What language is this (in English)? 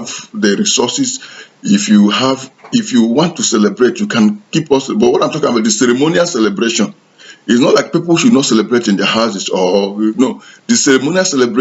Igbo